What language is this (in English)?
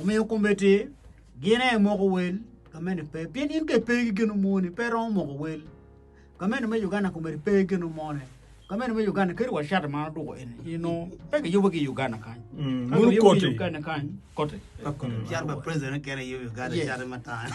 Acoli